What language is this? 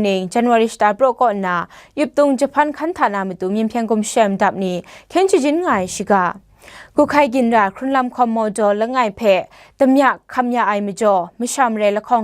Kachin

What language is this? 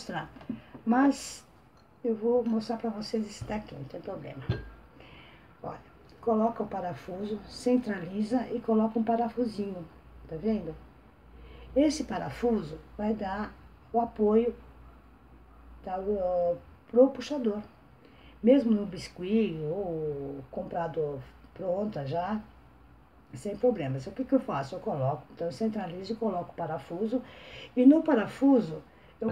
Portuguese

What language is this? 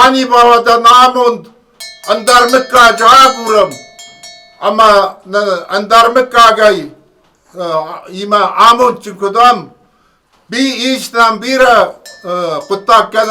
Ossetic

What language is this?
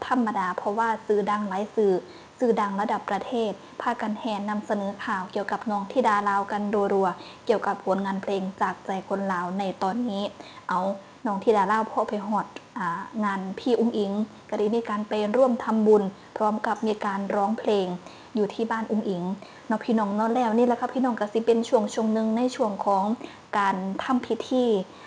Northeastern Thai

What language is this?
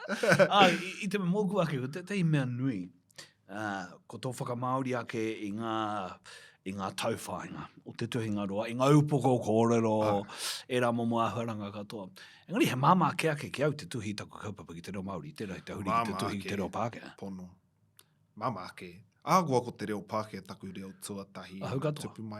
Māori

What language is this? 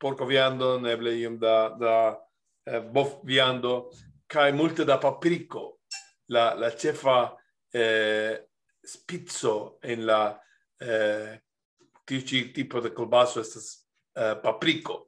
Esperanto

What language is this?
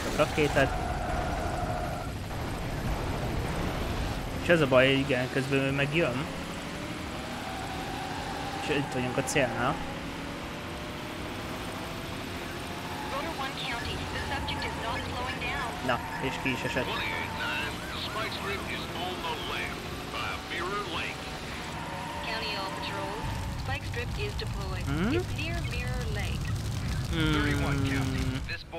Hungarian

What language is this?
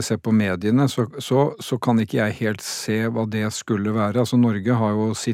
Norwegian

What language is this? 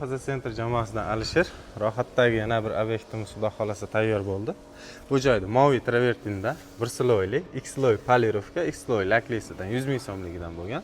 Uzbek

